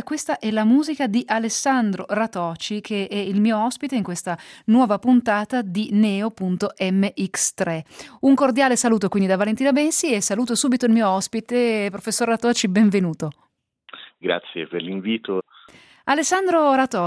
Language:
Italian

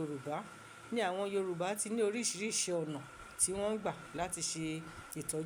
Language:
Yoruba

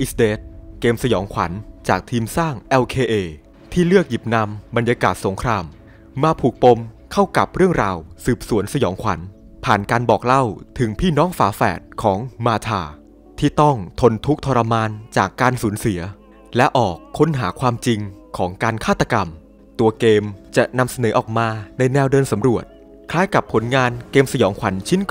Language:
Thai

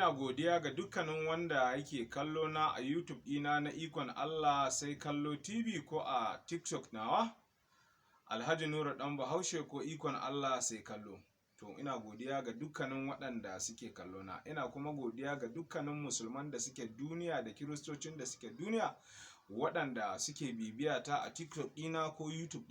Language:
Hausa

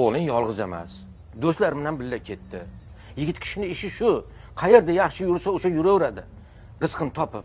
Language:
Uzbek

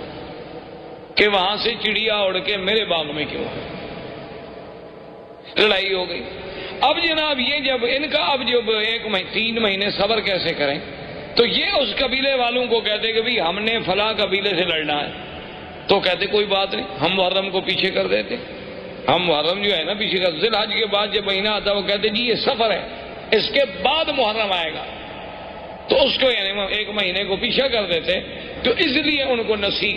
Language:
Urdu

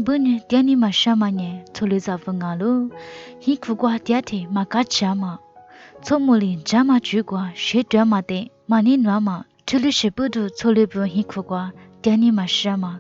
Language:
Lisu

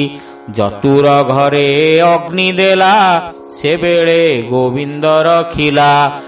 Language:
Odia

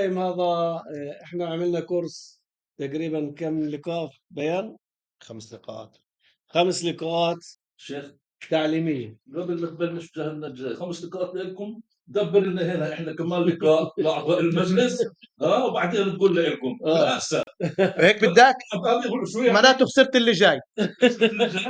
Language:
North Levantine Arabic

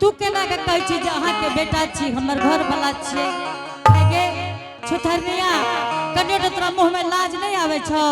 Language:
Angika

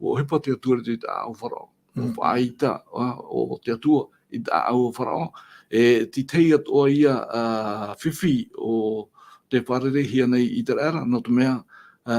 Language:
Tahitian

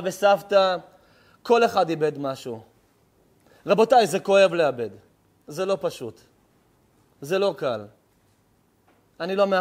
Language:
Hebrew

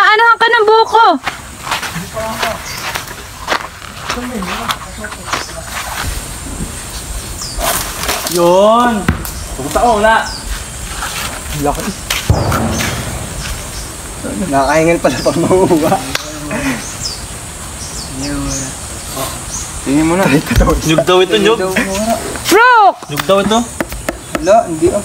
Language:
Filipino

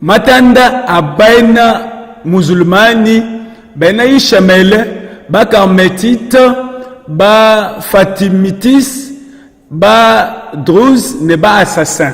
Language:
Luba-Lulua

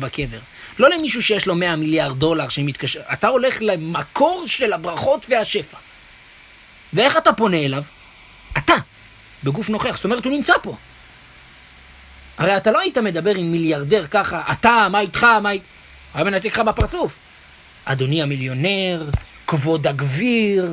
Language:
Hebrew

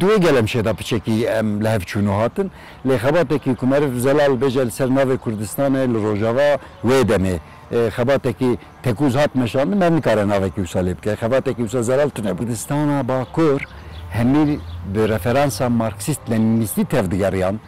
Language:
Kurdish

